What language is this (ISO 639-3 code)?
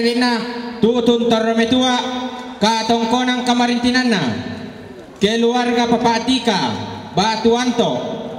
sda